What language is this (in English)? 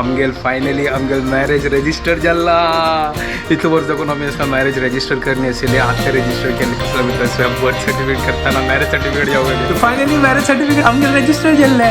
Konkani